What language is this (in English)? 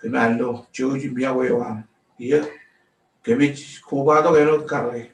Marshallese